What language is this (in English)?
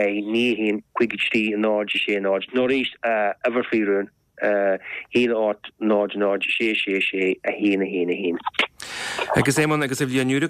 Irish